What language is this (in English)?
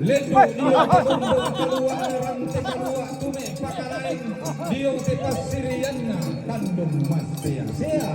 Toraja-Sa'dan